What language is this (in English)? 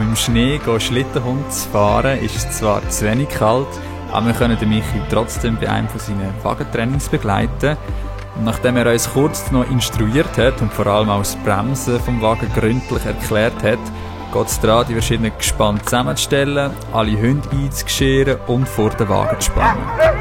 Swiss German